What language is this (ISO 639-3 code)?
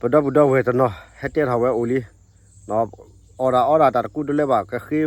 ksw